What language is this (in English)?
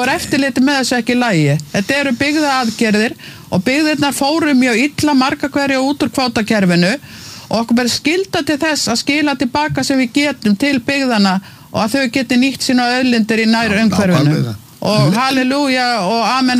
Icelandic